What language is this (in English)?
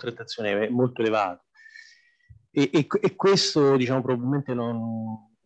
Italian